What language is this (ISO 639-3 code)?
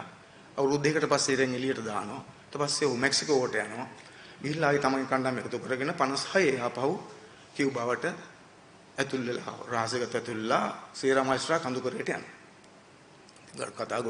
sin